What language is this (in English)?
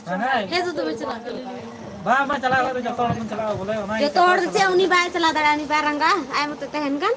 Santali